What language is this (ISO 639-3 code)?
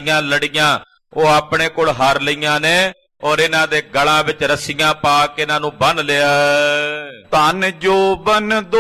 pan